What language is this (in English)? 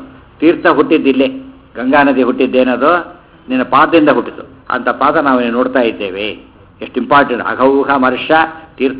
Kannada